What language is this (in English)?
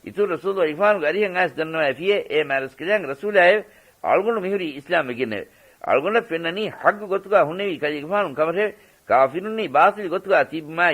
Divehi